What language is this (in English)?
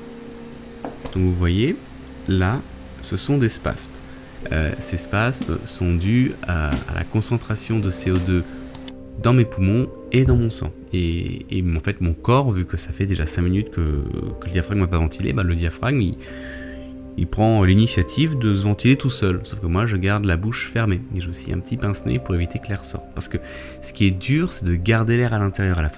French